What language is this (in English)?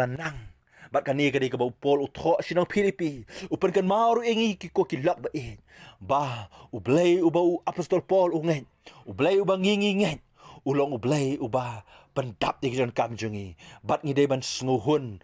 Khasi